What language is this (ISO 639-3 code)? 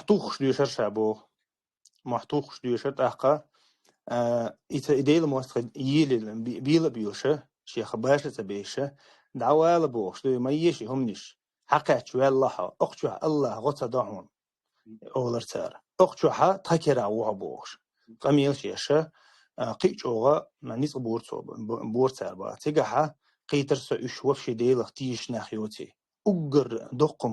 che